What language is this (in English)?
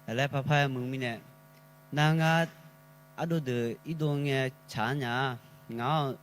Akha